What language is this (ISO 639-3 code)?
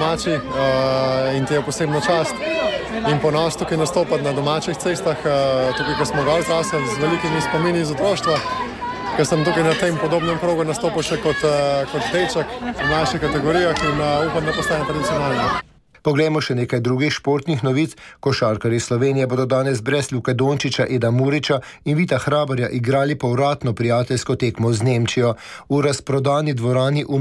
slv